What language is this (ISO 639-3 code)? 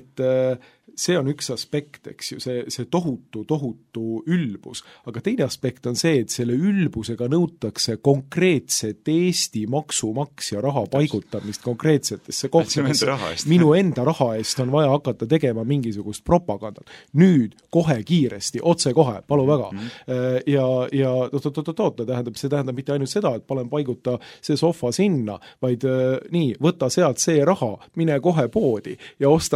est